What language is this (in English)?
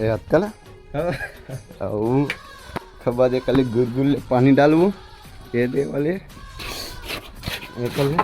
Chhattisgarhi